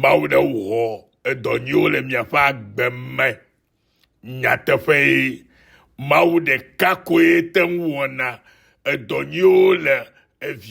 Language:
Ewe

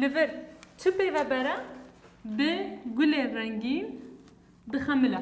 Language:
Kurdish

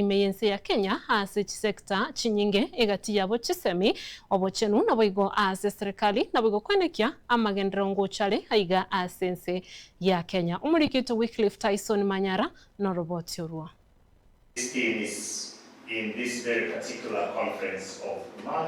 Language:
Gusii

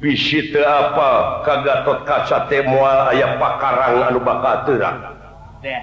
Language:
Sundanese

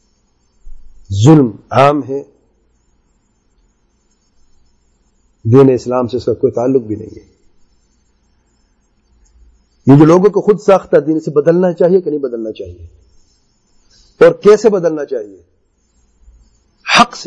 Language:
Urdu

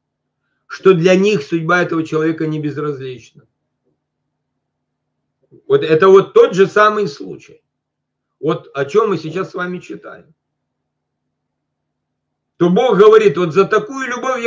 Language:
Russian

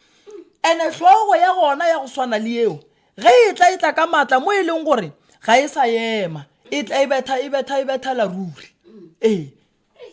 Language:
Northern Sotho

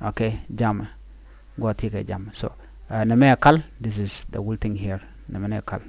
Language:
Nuer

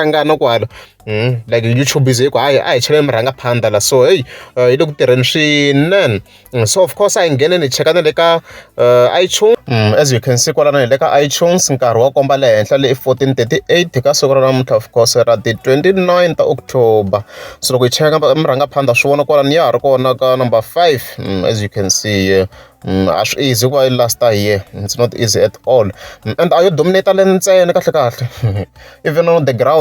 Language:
Tsonga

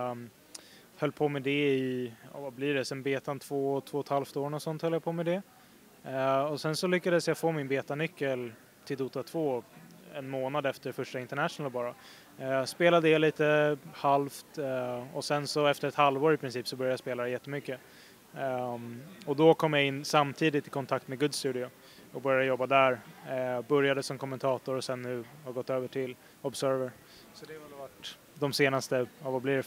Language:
Swedish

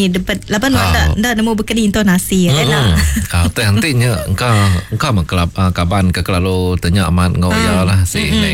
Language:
Iban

